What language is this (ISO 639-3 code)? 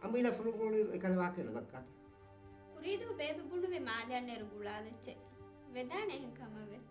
div